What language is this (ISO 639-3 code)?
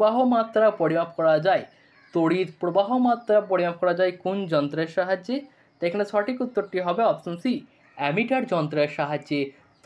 ben